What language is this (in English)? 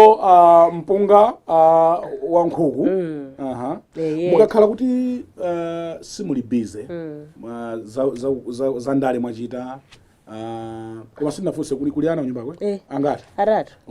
Nyanja